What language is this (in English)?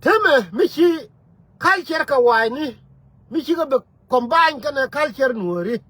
Nuer